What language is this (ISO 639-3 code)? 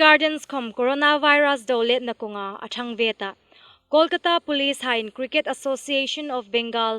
hmr